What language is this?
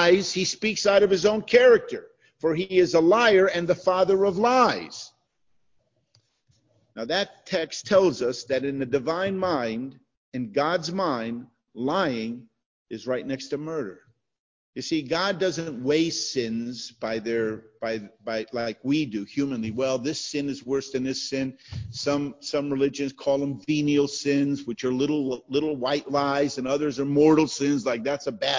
English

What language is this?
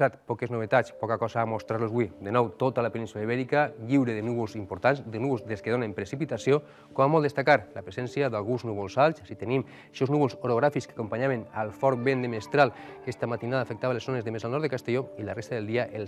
Catalan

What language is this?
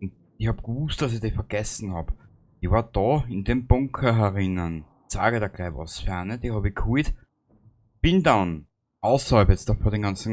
Bavarian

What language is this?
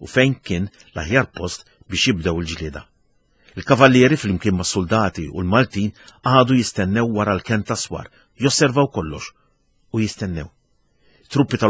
Maltese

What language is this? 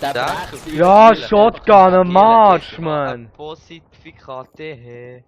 Swiss German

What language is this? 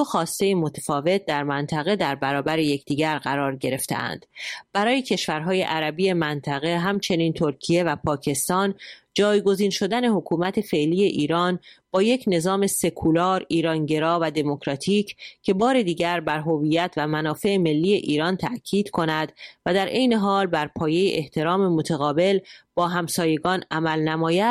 Persian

